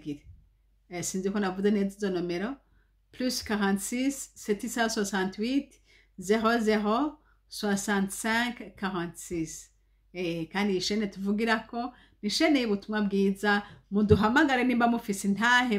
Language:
Rundi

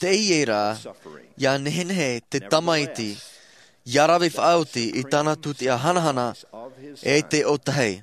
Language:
Tahitian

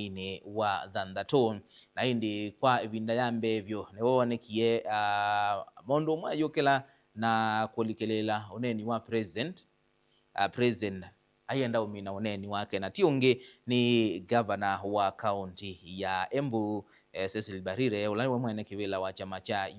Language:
Kamba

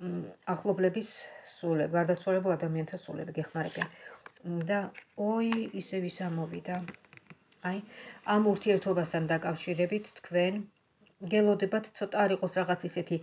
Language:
Georgian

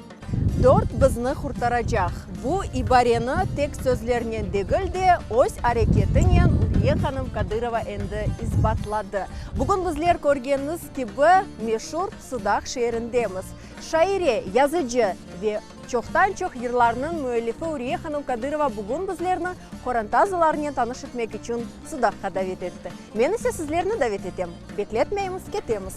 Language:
Crimean Tatar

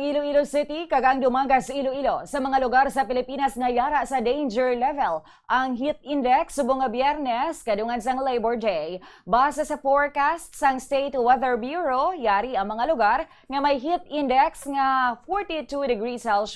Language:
Hiligaynon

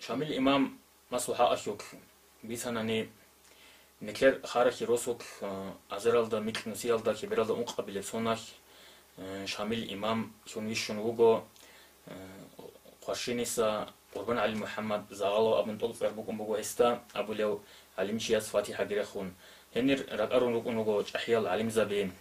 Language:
Avaric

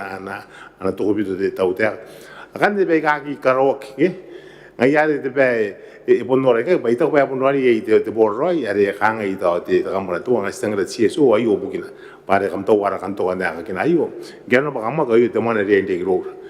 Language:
Gilbertese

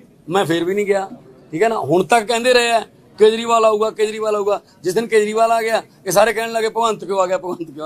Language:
Punjabi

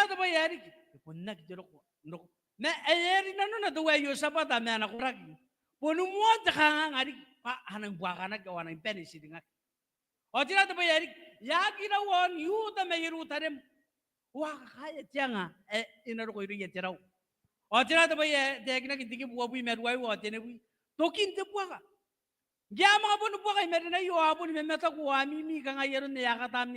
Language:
Gilbertese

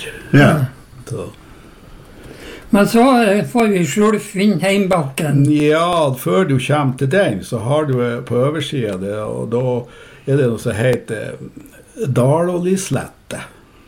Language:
Norwegian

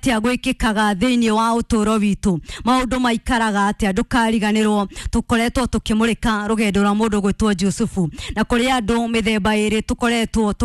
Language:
Kikuyu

